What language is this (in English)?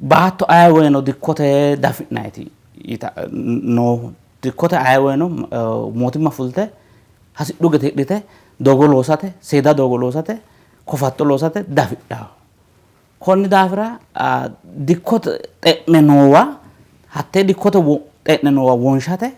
Sidamo